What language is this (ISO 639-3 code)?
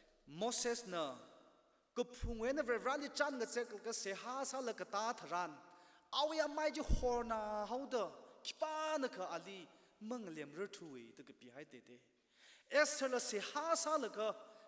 nmf